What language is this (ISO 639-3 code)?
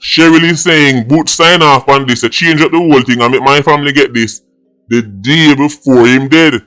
jam